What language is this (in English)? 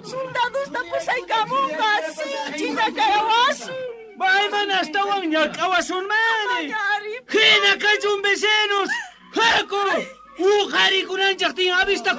South Bolivian Quechua